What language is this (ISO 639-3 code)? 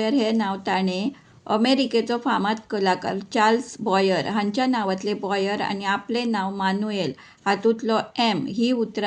kok